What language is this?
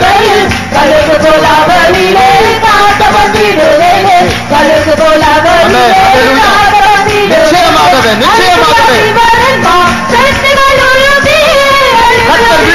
Tamil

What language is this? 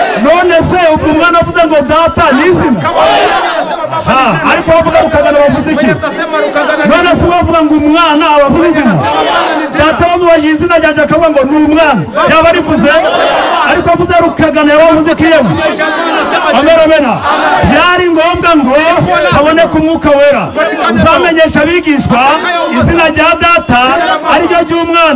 Kinyarwanda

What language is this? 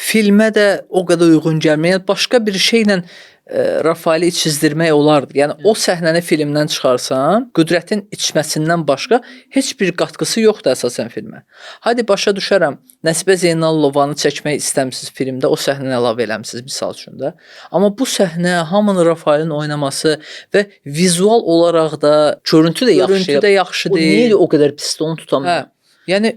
Azerbaijani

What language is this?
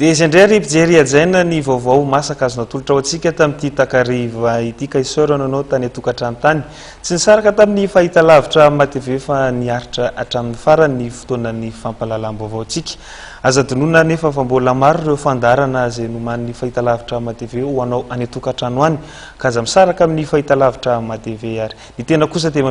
Malagasy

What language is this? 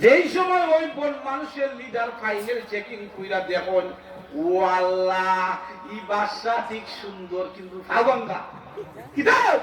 Sylheti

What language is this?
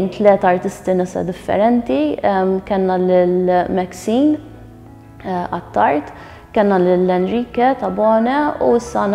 Maltese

